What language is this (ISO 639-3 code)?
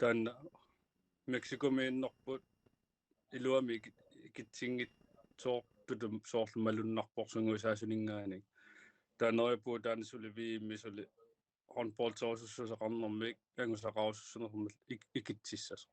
kal